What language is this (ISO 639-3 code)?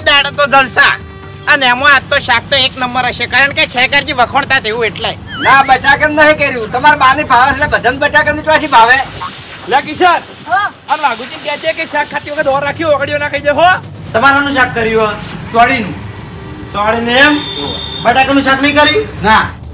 guj